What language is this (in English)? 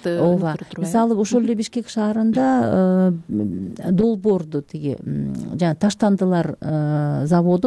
Kyrgyz